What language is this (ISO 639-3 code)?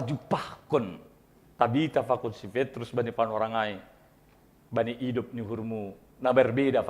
bts